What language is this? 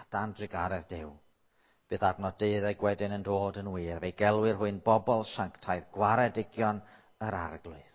Welsh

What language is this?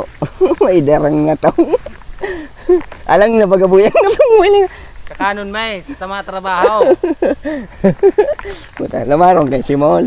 Bikol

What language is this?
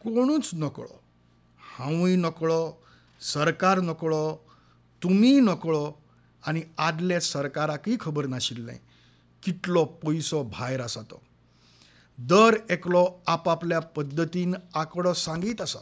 Konkani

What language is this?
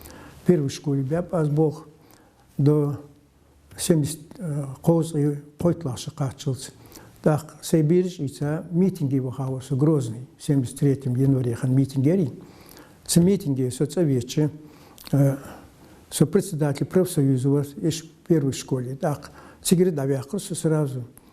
Ingush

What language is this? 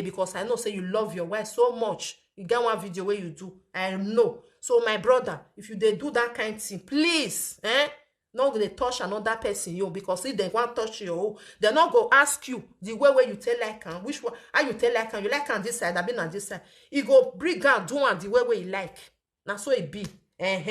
Nigerian Pidgin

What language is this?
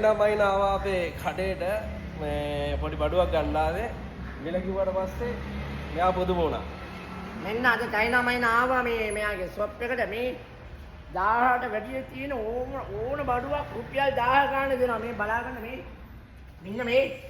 Sinhala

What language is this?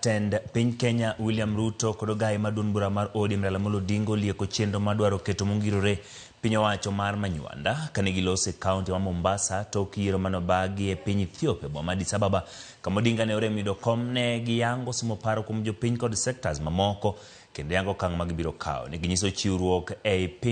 Luo (Kenya and Tanzania)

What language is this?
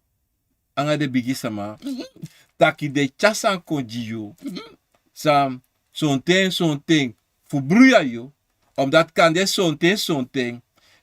Sranan Tongo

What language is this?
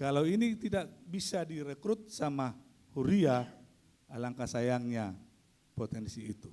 Batak Toba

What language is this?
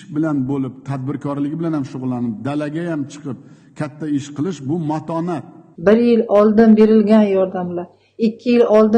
Uzbek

